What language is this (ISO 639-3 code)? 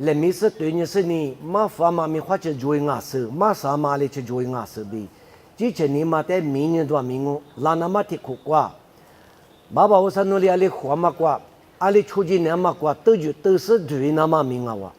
lis